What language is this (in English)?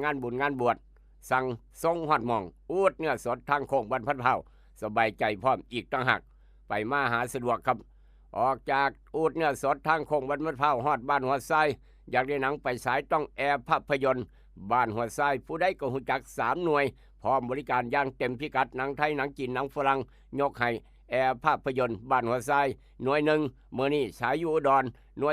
Northeastern Thai